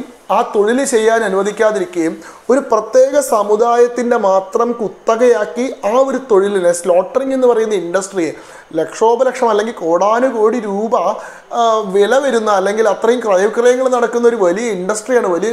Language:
Malayalam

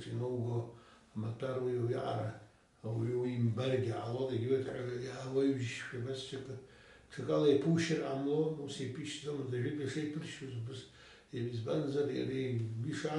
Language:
Abkhazian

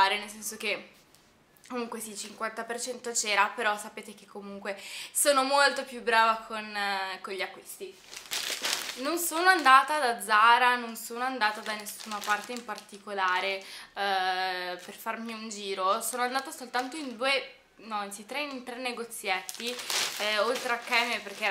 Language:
Italian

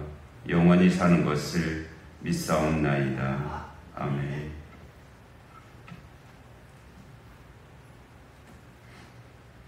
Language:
Korean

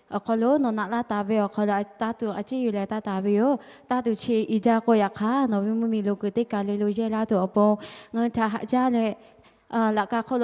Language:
Lahu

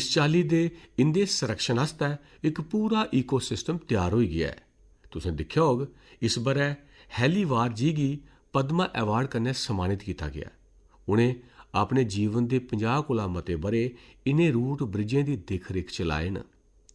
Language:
Dogri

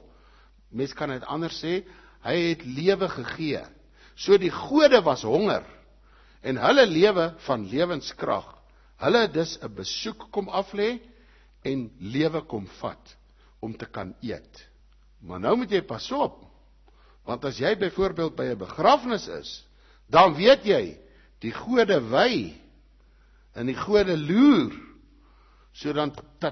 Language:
Afrikaans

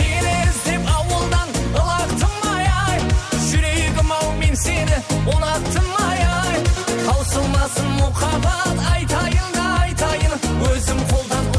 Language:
Kara-Kalpak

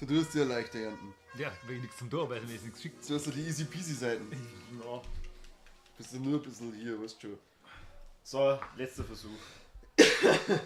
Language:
Bavarian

